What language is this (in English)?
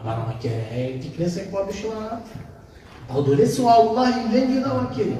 Balkan Romani